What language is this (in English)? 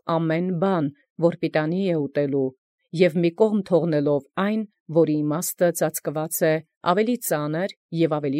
Armenian